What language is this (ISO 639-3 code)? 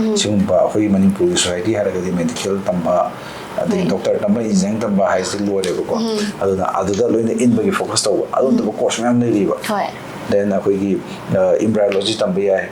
mni